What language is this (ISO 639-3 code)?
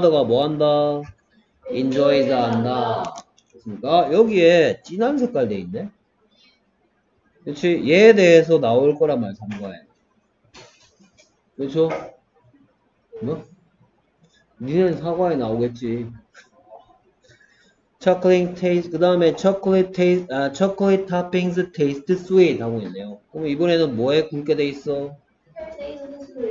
kor